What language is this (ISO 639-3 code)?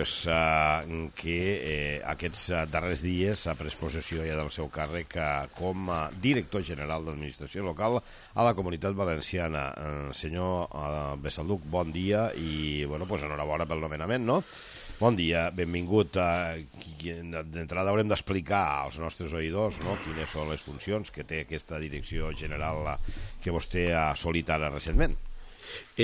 cat